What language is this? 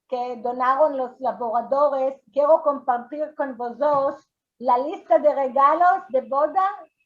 Ladino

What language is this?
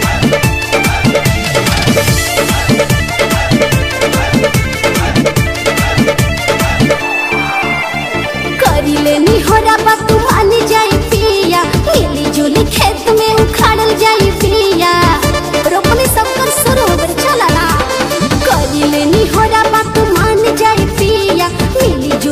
Bhojpuri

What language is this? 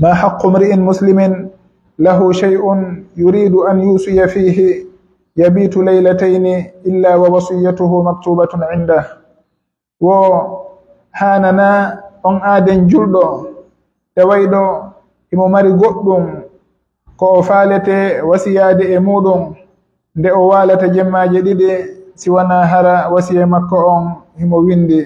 Pular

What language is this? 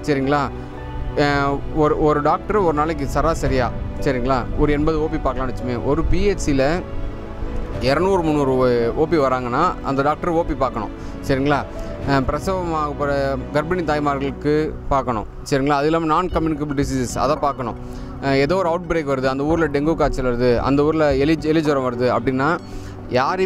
Tamil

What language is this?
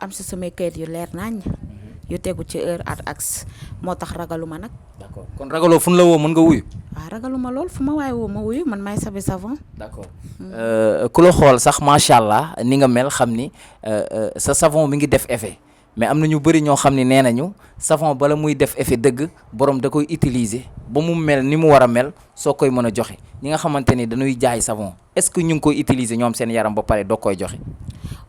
Wolof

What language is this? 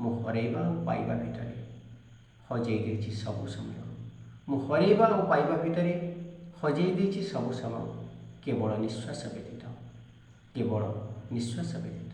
Odia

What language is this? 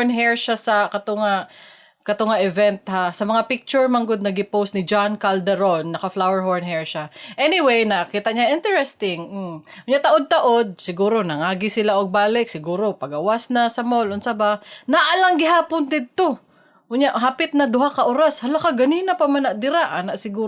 Cebuano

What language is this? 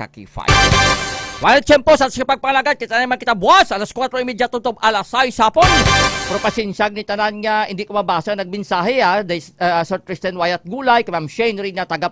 Hiligaynon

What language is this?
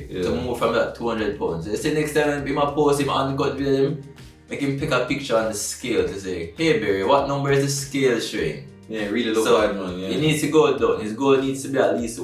Jamaican Creole English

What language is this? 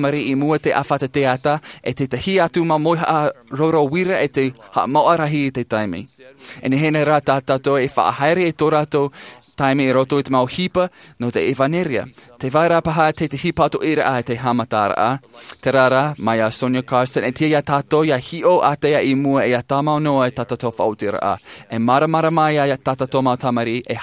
Tahitian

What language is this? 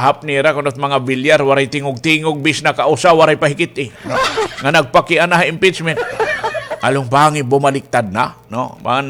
Waray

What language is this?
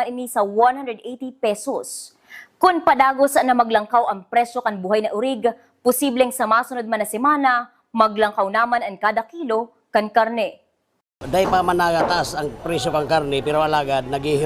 Bikol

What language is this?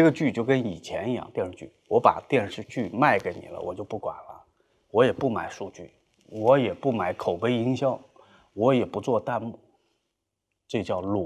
Chinese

